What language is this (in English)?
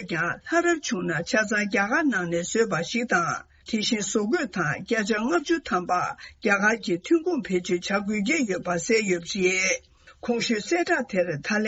Tibetan